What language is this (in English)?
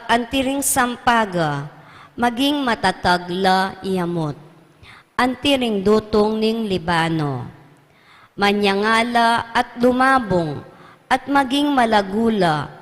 Pampanga